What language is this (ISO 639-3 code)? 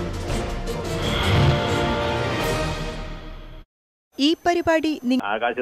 mal